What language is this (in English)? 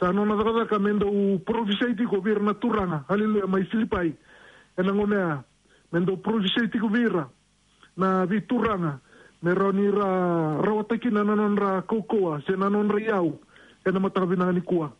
Fijian